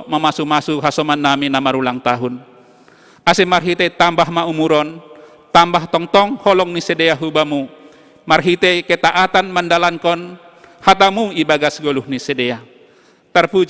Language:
Batak Simalungun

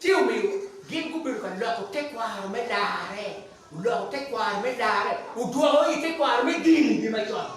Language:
Acoli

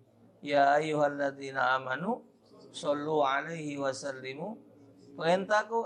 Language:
Musi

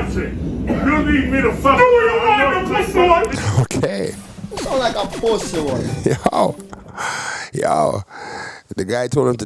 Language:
Jamaican Creole English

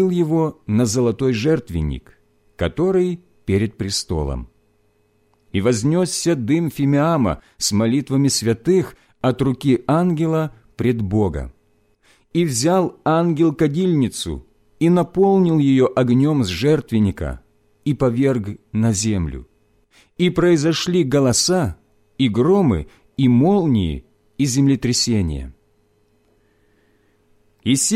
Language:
Russian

